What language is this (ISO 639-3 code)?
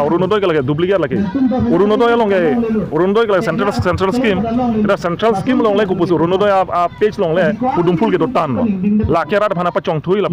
mjw